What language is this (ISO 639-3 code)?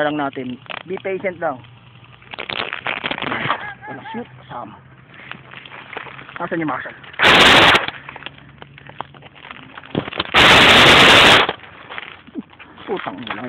fil